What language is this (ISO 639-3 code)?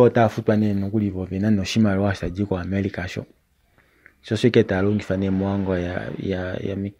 kua